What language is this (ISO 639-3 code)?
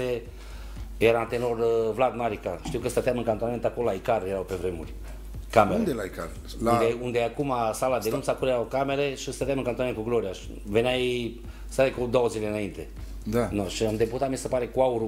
ron